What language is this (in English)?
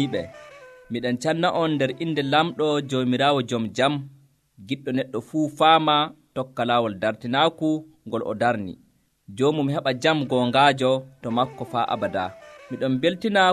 Nigerian Fulfulde